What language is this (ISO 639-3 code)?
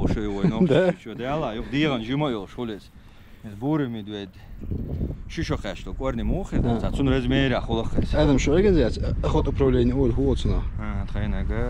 che